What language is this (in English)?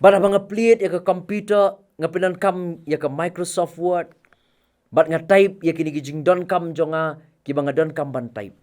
Khasi